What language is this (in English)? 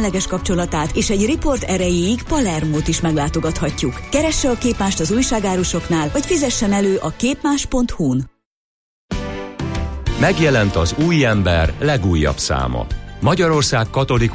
Hungarian